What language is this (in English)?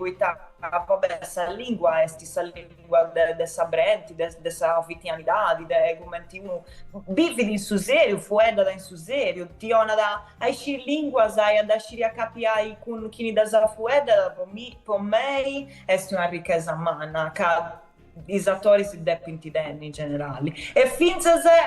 Sardinian